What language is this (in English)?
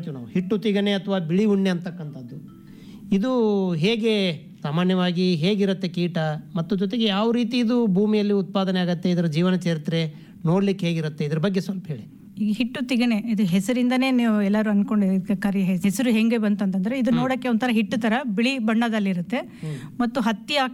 Kannada